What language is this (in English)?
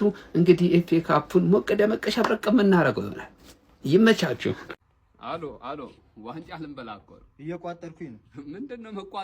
Amharic